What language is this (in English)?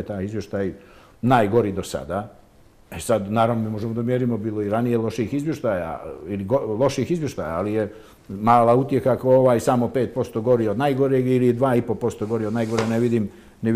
Bosnian